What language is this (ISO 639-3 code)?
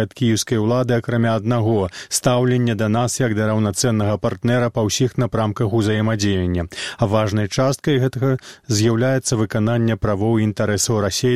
bel